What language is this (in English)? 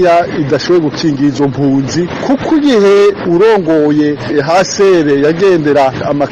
Rundi